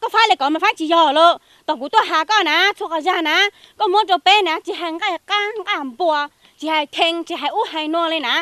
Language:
Hmong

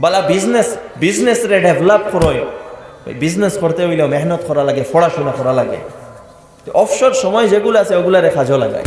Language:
Sylheti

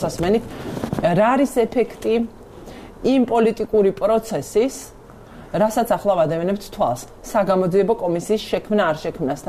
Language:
Georgian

